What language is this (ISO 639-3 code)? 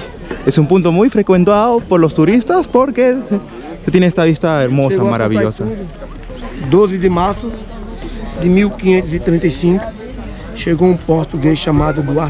spa